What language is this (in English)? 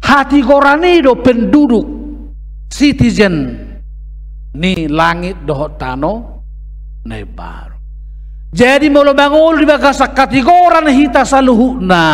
Batak Toba